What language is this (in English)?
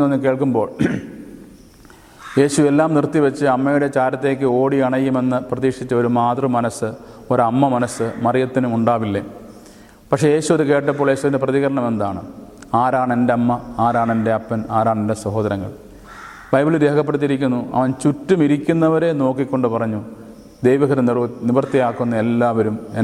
Malayalam